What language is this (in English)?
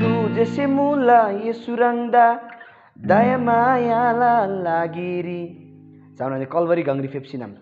Eastern Tamang